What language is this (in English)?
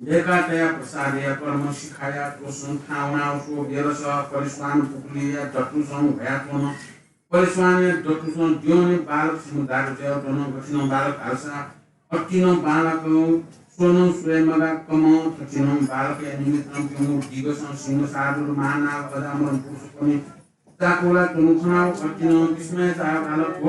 Newari